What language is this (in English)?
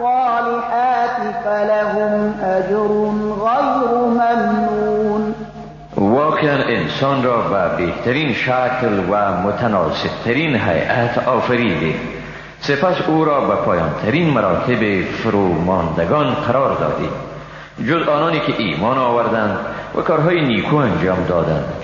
Persian